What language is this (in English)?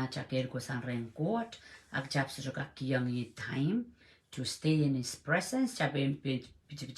Pohnpeian